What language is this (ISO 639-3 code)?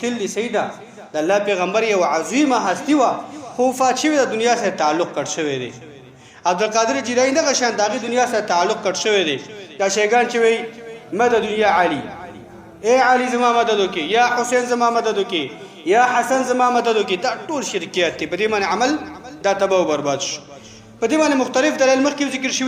pus